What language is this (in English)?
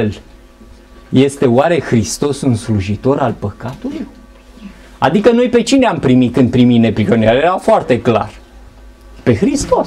Romanian